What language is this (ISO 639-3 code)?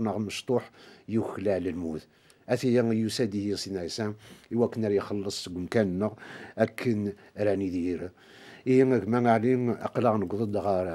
kab